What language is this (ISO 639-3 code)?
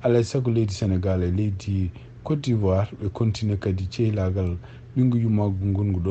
ful